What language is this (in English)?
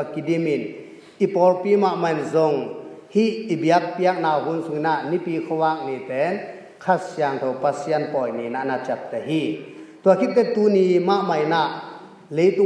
Tedim Chin